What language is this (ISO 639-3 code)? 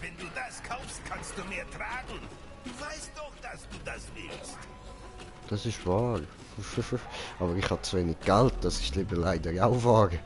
gsw